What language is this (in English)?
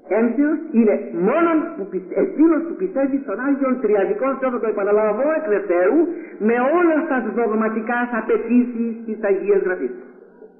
Greek